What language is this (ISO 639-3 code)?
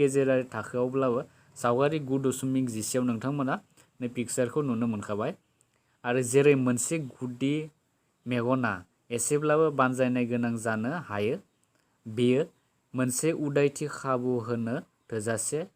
brx